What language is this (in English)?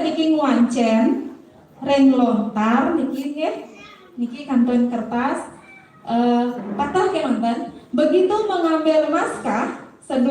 Balinese